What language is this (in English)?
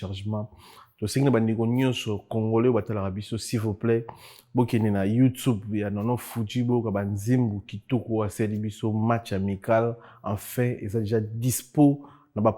Lingala